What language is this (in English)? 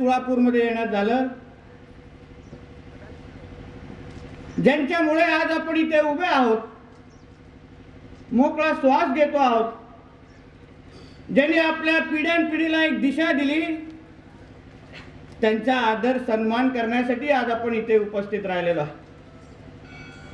Marathi